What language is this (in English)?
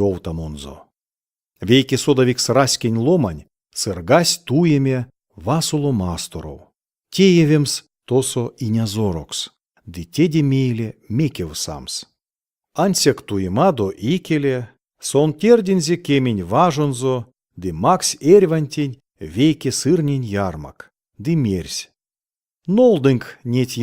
Erzya